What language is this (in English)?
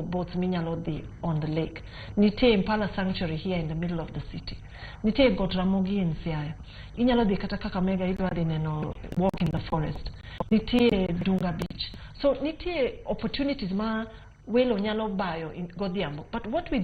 Luo (Kenya and Tanzania)